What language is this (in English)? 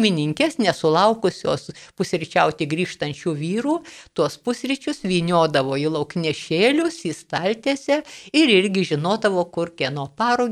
Lithuanian